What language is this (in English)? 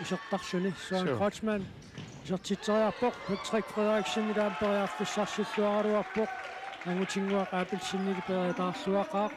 Kalaallisut